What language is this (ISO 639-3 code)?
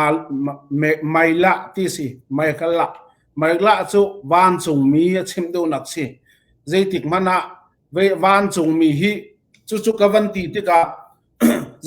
cfm